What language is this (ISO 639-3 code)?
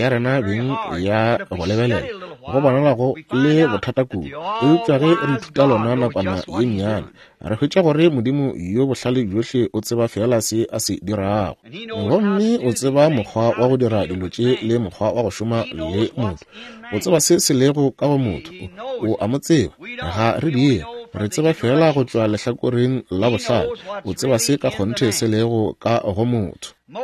nso